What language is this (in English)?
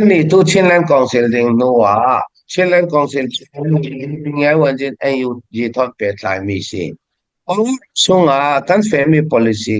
Falam Chin